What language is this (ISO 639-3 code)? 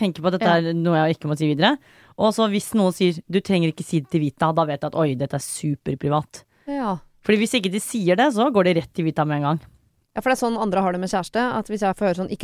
nor